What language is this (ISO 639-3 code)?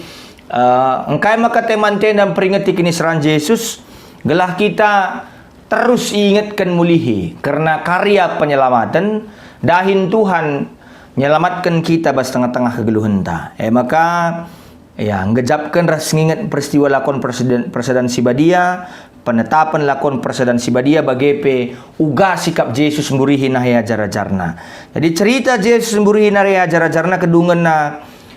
btx